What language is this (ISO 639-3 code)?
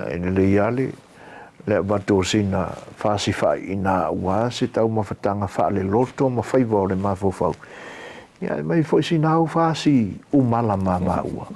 smo